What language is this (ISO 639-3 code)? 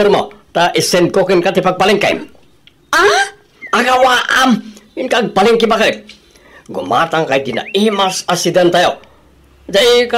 ilo